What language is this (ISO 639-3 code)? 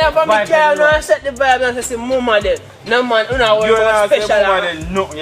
jam